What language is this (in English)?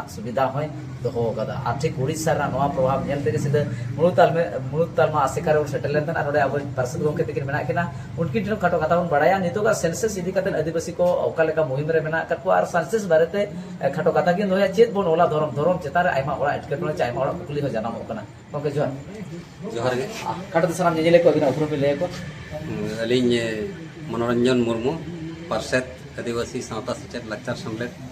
Santali